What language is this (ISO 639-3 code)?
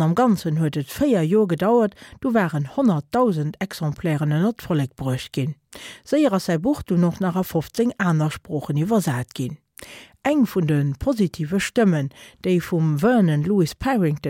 ltz